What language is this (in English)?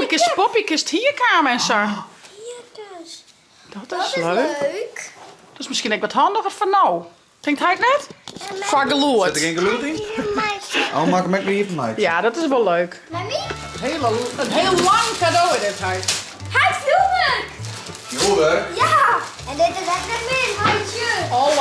Western Frisian